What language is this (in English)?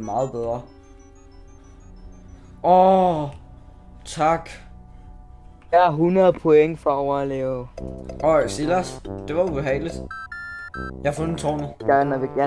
Danish